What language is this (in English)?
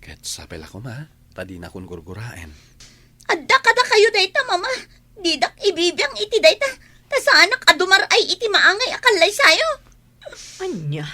Iloko